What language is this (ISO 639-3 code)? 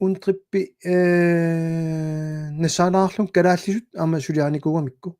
kal